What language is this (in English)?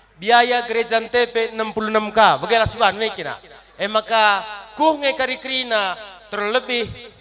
Batak Karo